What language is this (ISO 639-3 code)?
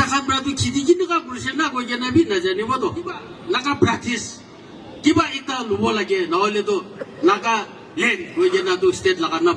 nag